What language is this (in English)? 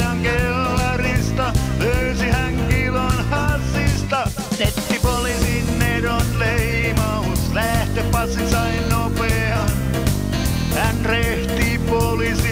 Finnish